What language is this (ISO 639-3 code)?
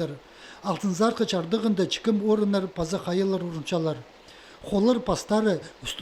kjh